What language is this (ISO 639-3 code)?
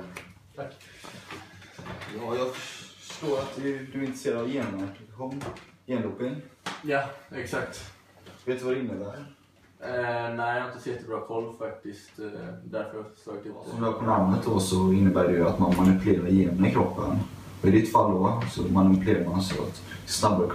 swe